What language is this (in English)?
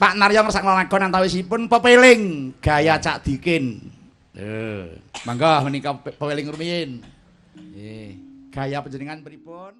Javanese